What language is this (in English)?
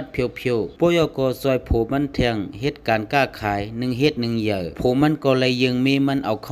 Shan